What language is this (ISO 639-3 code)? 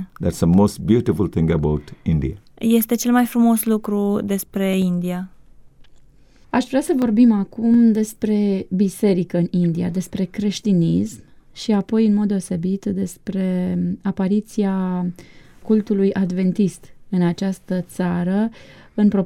ron